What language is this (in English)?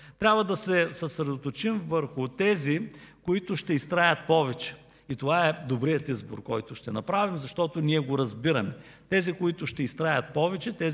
Bulgarian